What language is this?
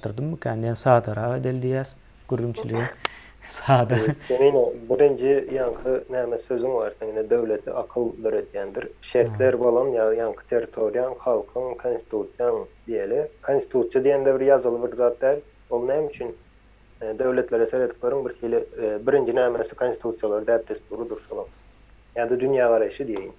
Turkmen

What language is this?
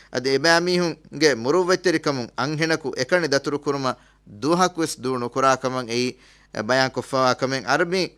Divehi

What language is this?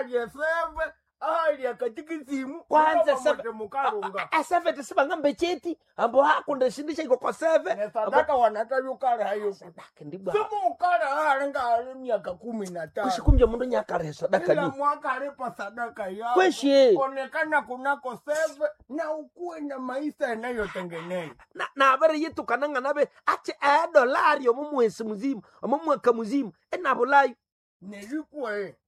Nande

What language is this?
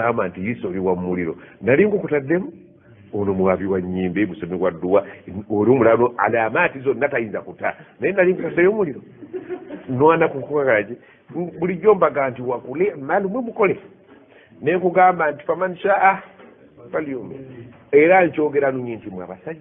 Ganda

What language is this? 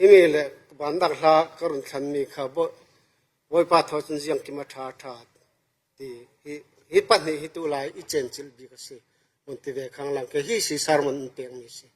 Falam Chin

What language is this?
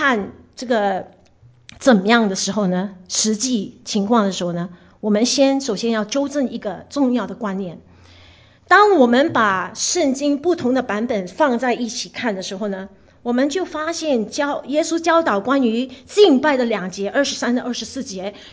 Chinese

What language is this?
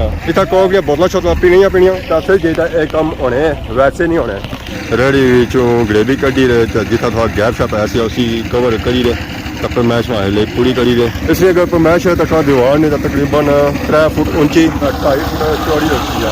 Pahari-Potwari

